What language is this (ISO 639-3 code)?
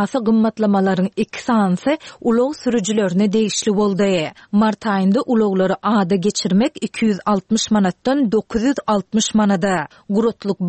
tuk